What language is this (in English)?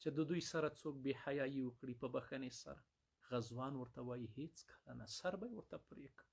Pashto